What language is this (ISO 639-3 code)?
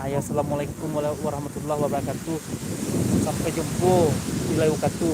min